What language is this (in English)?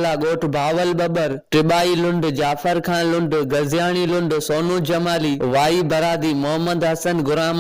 Sindhi